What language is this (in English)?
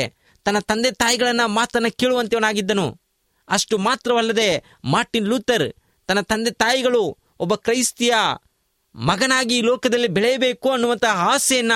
Kannada